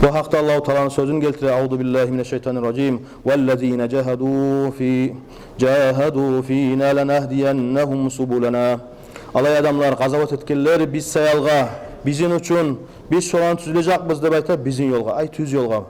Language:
Kumyk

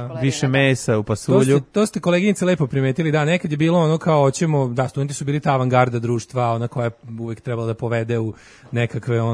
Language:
Serbian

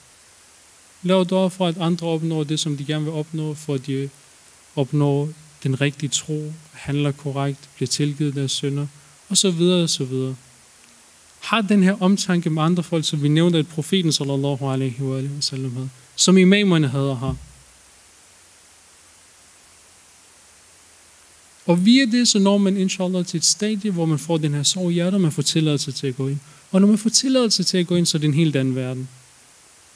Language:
Danish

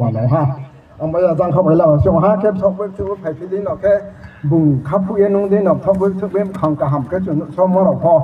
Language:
Riang (India)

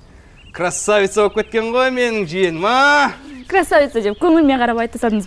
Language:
Kazakh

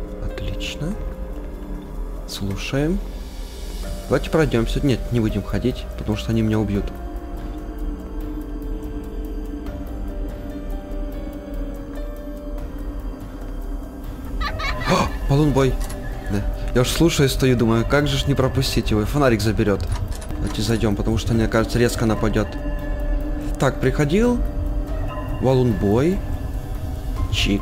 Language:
Russian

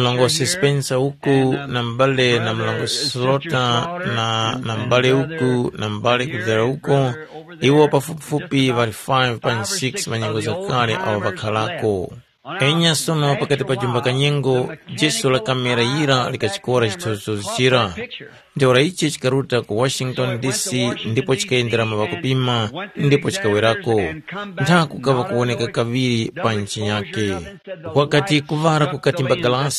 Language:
Tumbuka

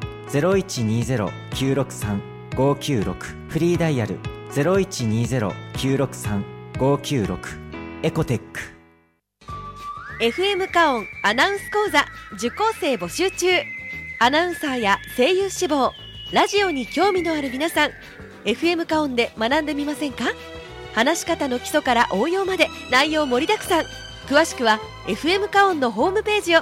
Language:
Japanese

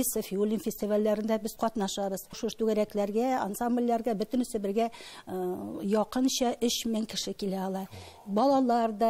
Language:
Tatar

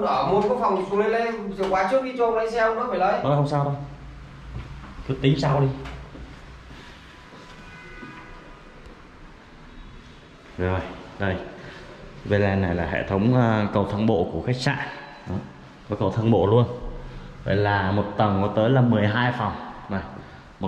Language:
Vietnamese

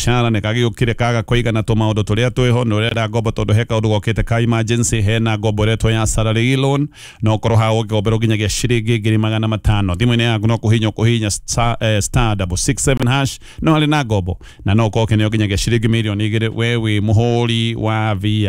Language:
Kikuyu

